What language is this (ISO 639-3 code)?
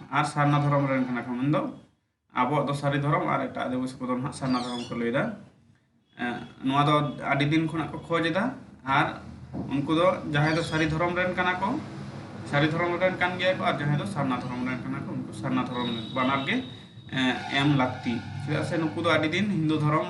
sat